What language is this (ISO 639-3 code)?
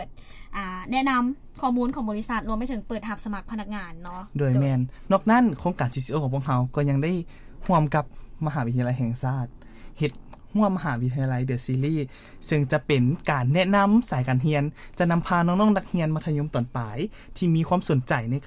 lao